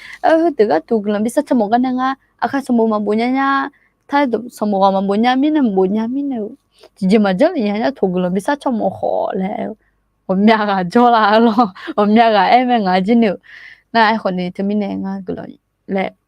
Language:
Akha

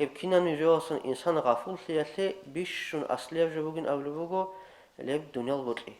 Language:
Avaric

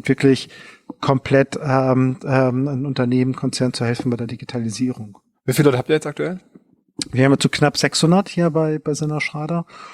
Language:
German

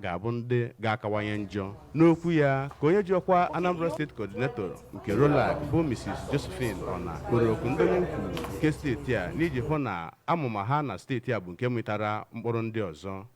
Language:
Igbo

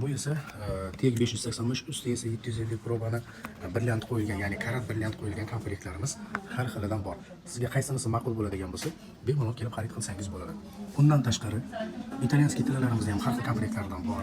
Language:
Uzbek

